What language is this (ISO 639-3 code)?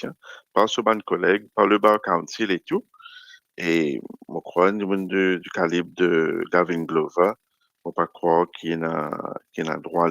mfe